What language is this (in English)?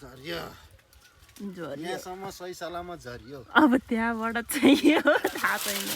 Nepali